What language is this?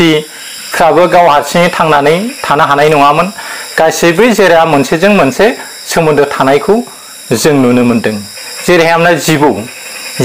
Bodo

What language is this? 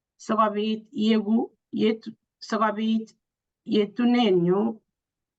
Kalenjin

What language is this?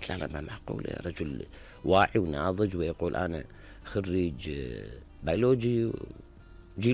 Mesopotamian Arabic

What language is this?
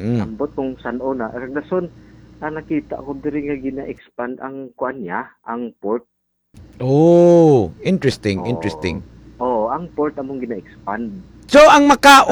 Hiligaynon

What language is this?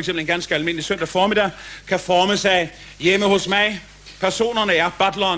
Danish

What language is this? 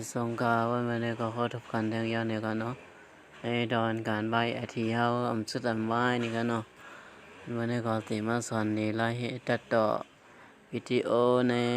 Shan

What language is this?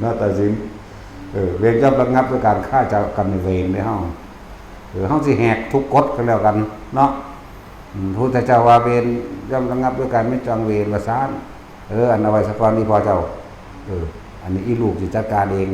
Northeastern Thai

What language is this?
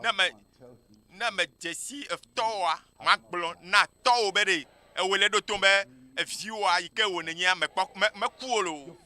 Ewe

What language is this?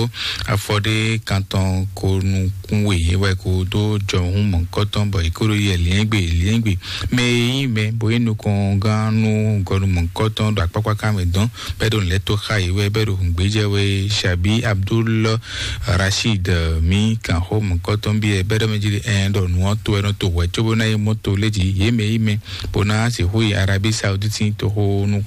Fon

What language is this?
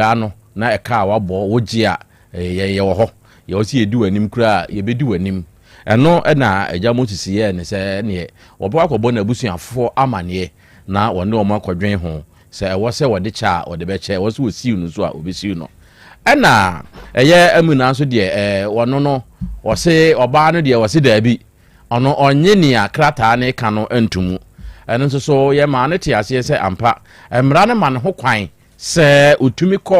Akan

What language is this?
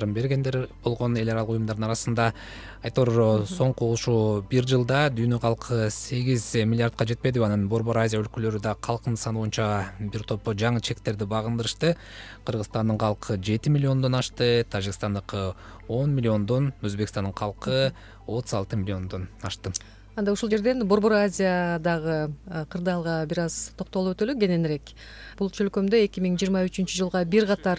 Kyrgyz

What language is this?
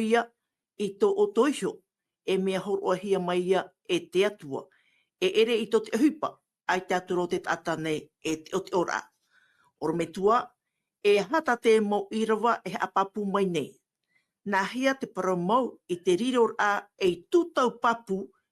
Tahitian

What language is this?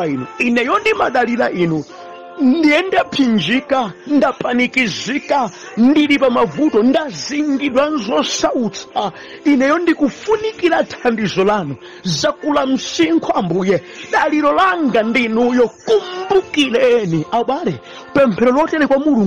Nyanja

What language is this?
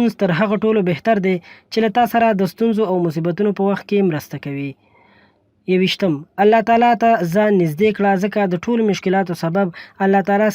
Pashto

